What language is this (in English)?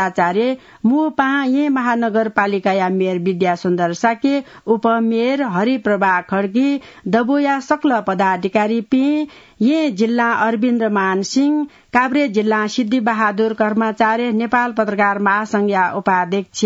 Newari